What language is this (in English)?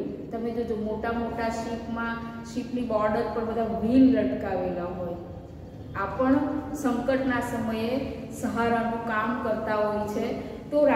Gujarati